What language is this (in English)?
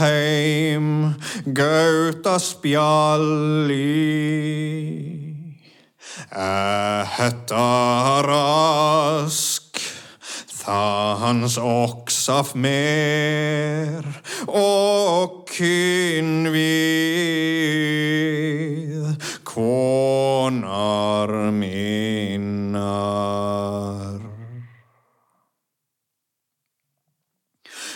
Icelandic